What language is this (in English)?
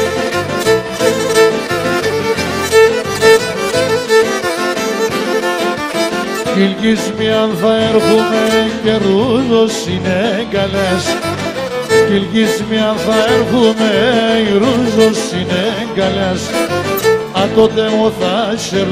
Pontic